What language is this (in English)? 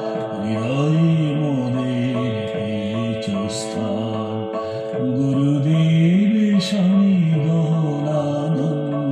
Bangla